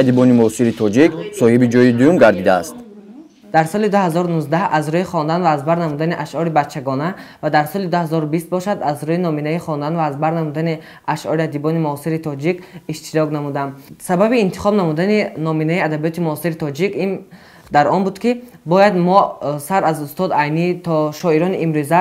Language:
Tajik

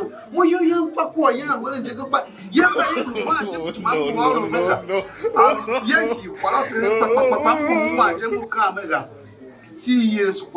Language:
Tiv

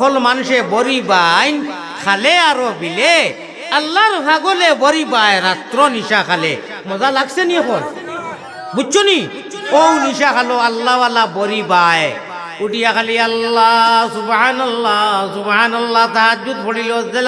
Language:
Sylheti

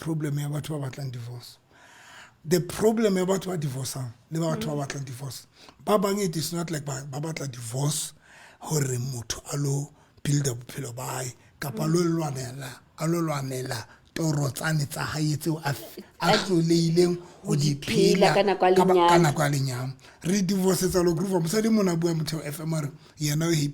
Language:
Southern Sotho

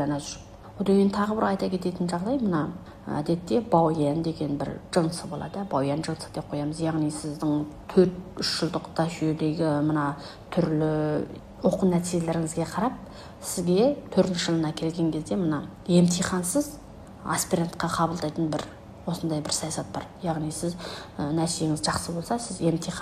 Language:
Kazakh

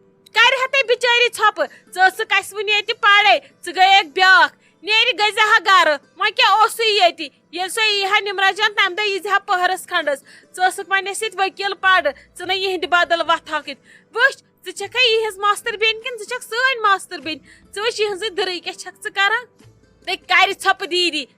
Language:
Kashmiri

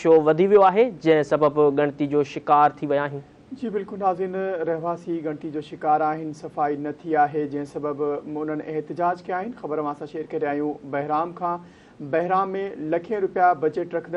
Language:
Sindhi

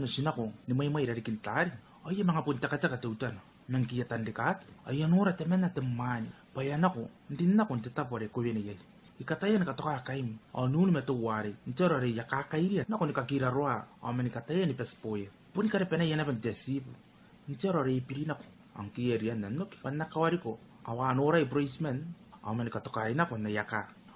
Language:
Gilbertese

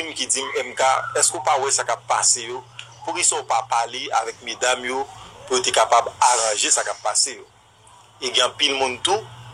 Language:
Haitian Creole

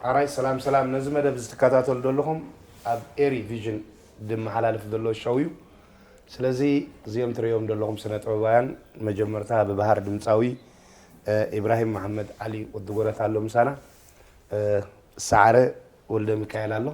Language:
Tigrinya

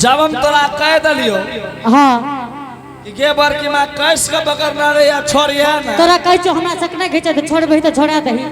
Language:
Angika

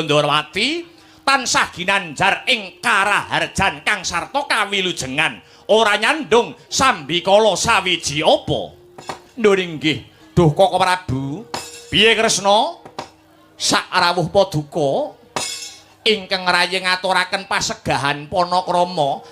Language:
Javanese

